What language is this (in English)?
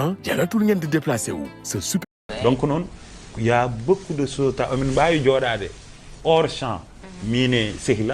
Fula